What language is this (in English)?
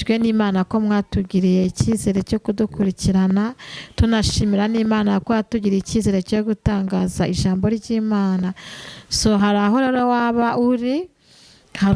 Kinyarwanda